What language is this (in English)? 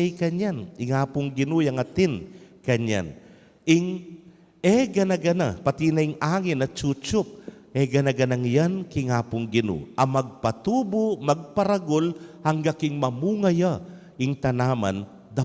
Pampanga